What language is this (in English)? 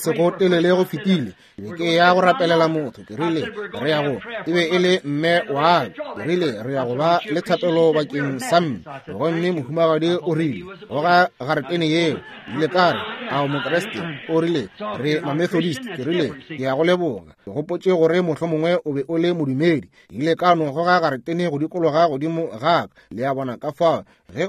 Northern Sotho